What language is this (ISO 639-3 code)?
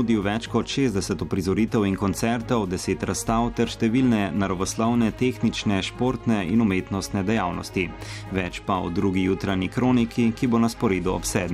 slv